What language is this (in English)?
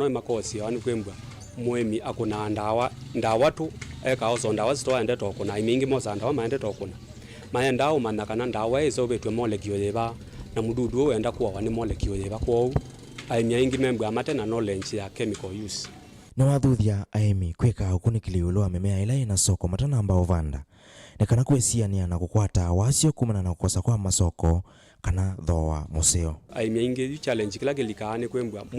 Kamba